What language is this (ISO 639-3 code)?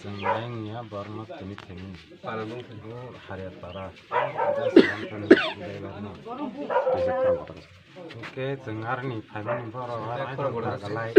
trp